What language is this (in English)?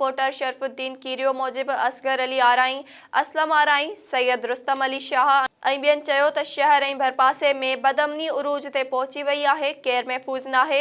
Sindhi